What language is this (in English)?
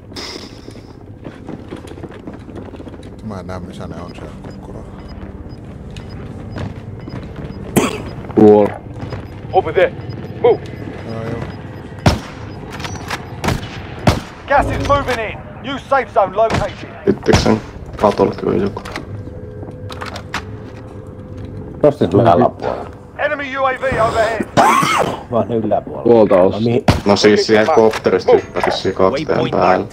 Finnish